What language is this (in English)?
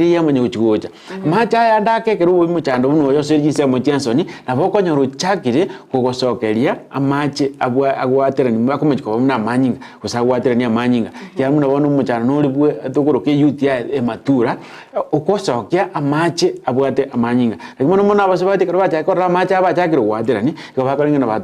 Gusii